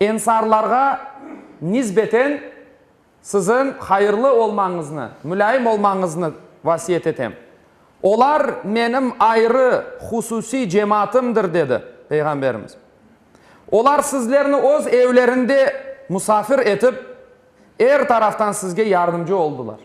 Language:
Crimean Tatar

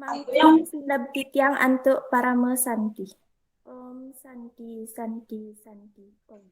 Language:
Balinese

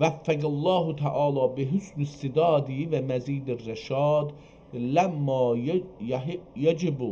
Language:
South Azerbaijani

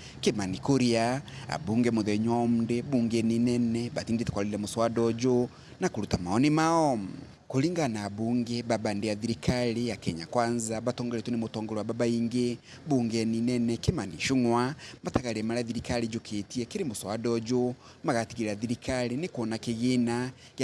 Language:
Meru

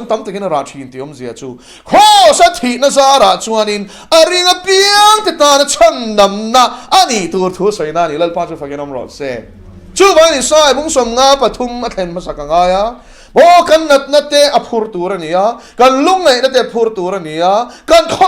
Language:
Mizo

